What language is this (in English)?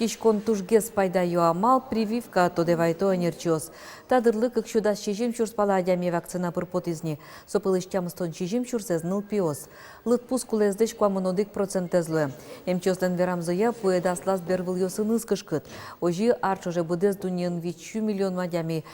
Udmurt